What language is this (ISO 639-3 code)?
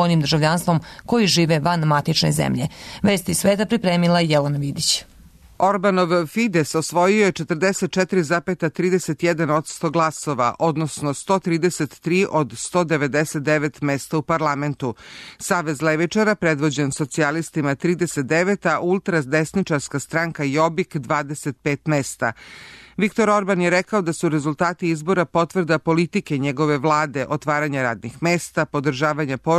srp